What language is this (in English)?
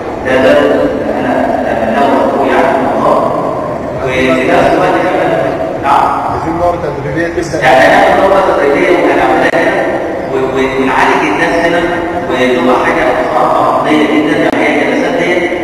Egyptian Arabic